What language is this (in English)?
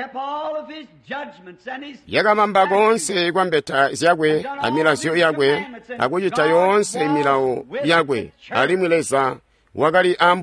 Tonga (Zambia)